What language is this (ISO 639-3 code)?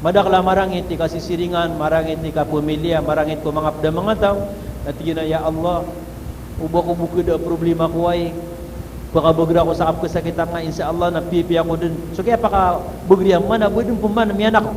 mrw